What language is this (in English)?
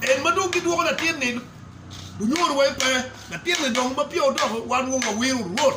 Acoli